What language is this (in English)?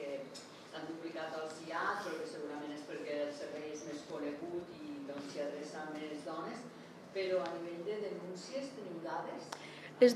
Catalan